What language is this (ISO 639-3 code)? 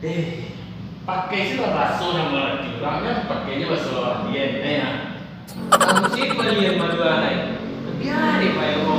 min